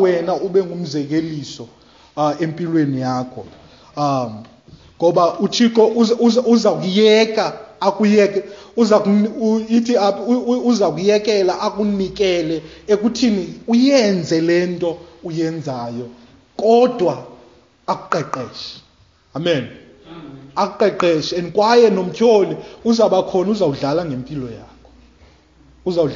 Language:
Xhosa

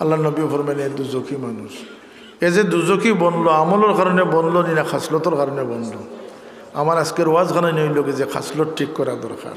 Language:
Sylheti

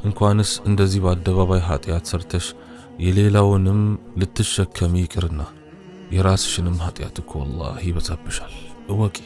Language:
Amharic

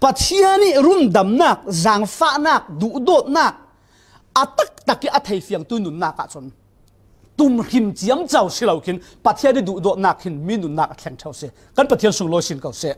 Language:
Falam Chin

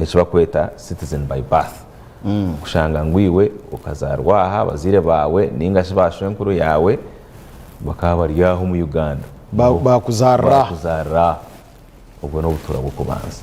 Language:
Nyankole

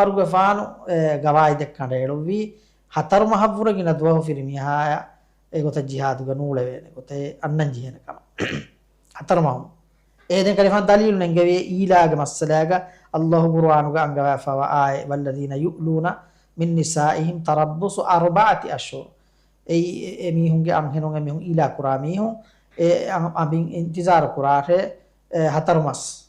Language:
Divehi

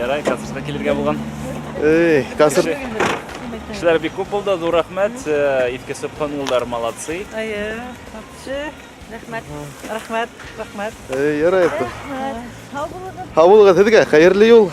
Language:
Bashkir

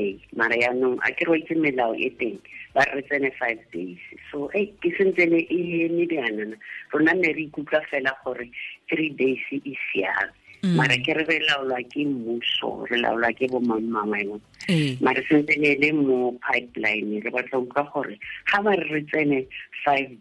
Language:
Tswana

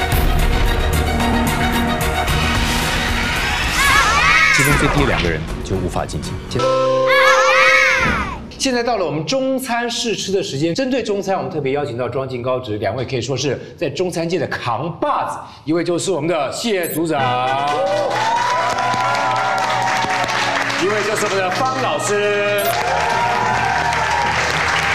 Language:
Chinese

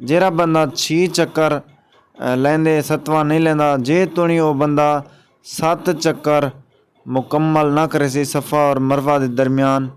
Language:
Saraiki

